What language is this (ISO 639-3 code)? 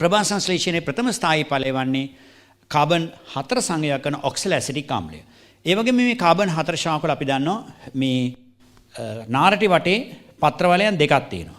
sin